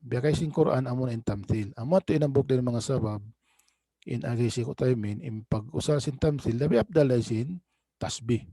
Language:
Tausug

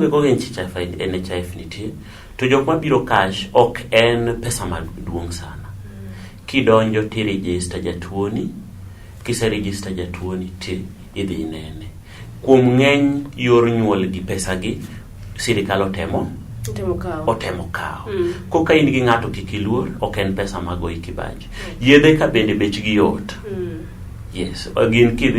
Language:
Luo (Kenya and Tanzania)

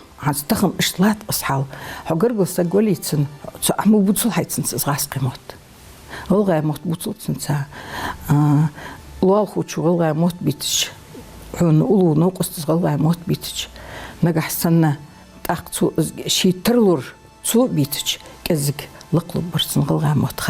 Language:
Ingush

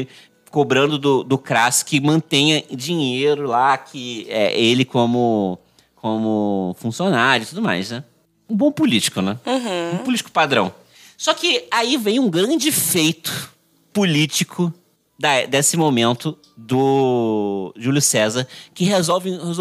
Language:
Portuguese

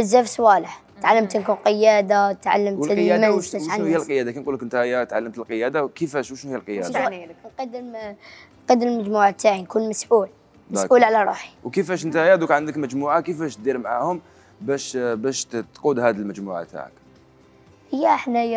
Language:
Algerian Arabic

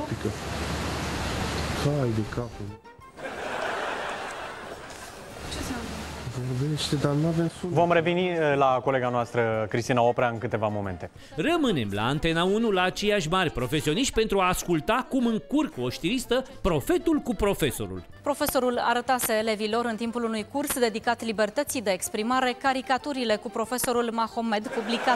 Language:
Romanian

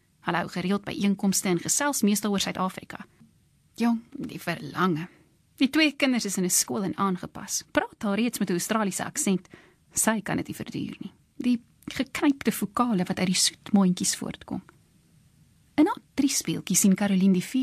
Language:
Afrikaans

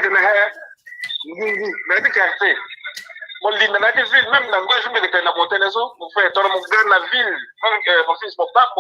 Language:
Sango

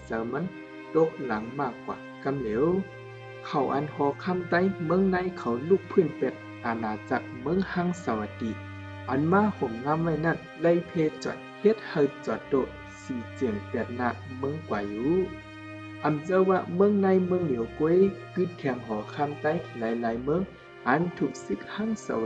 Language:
Shan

